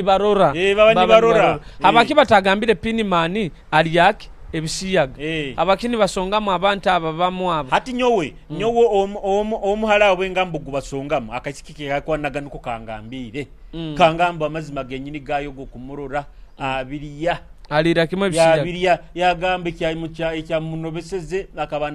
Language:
Nyoro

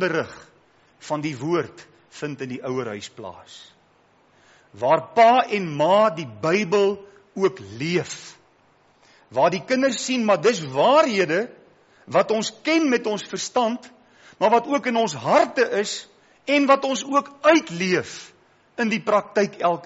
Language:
Afrikaans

